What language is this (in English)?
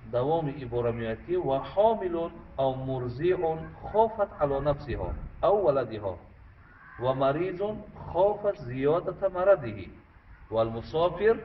Tajik